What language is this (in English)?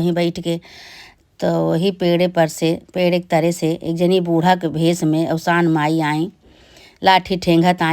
Awadhi